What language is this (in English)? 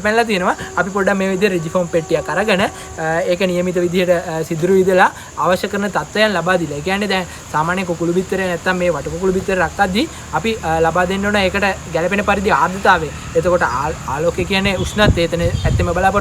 Sinhala